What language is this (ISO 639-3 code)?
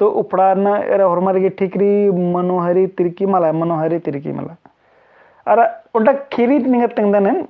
kru